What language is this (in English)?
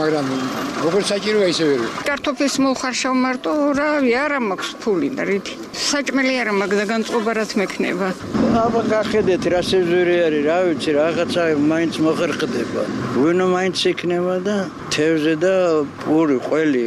Georgian